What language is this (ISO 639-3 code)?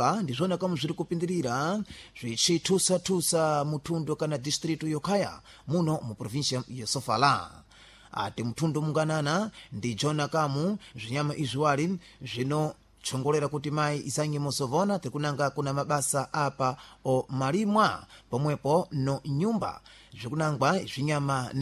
seh